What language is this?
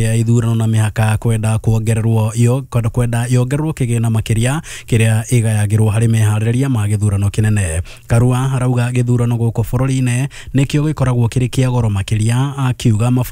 Kikuyu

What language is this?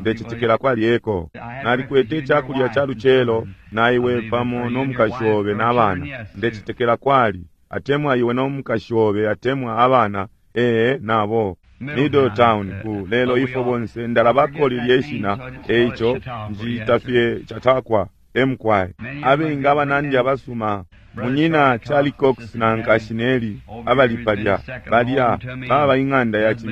Bemba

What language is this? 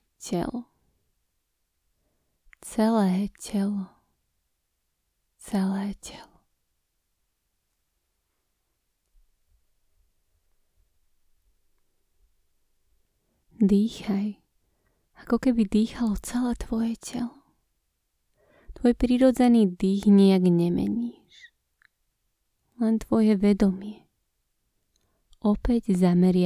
Slovak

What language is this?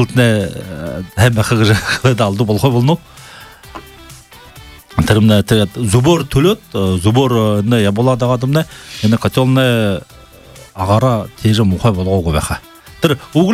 Buriat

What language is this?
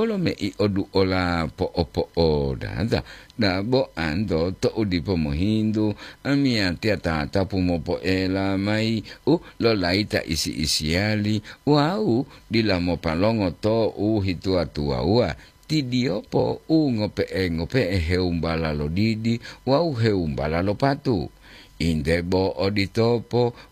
Gorontalo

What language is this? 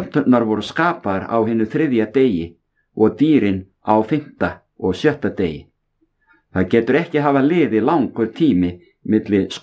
Icelandic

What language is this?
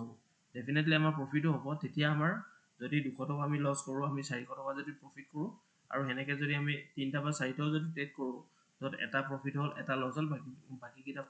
Assamese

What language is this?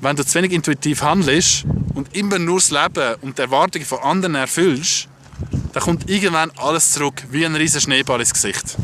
Swiss German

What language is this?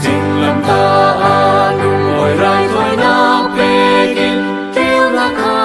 Falam Chin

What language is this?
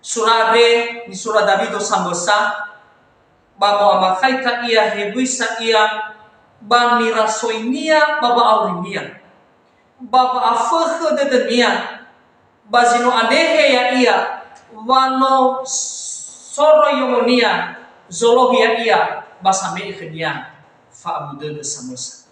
Nias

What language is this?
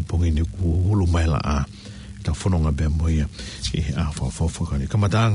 Tongan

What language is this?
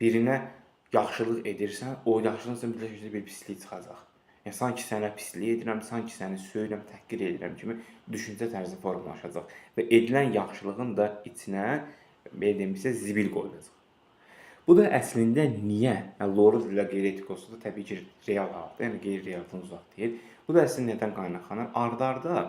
Azerbaijani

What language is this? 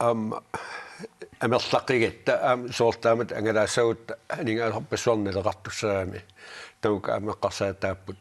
Kalaallisut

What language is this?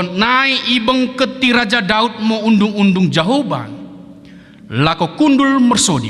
Batak Dairi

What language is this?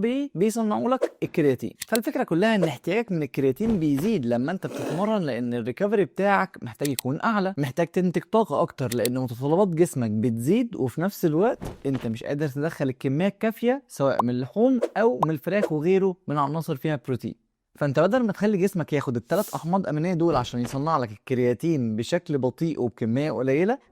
Egyptian Arabic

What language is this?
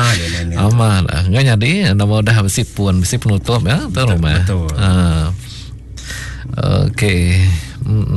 Malay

